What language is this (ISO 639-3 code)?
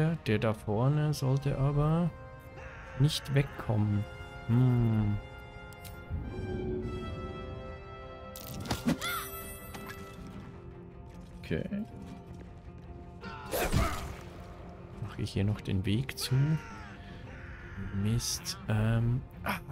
deu